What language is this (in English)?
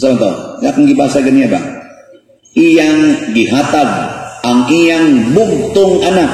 Cebuano